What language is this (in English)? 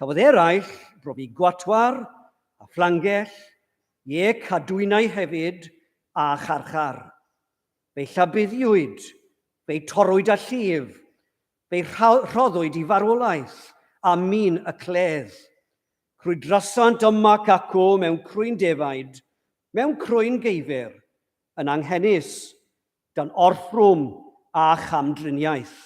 Welsh